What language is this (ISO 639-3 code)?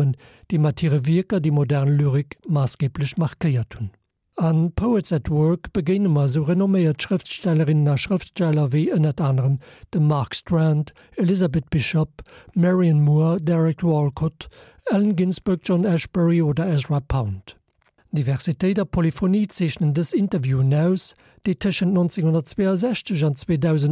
ltz